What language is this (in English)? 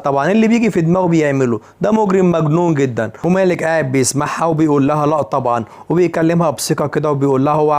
Egyptian Arabic